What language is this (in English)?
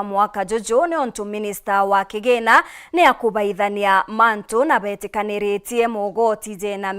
Meru